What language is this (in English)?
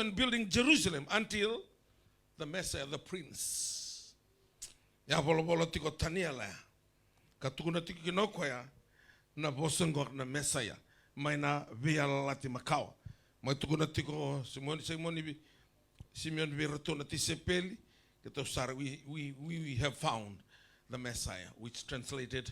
Fijian